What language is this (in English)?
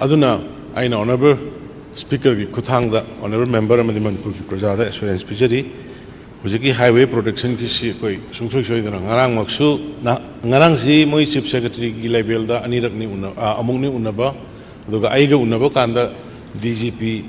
Manipuri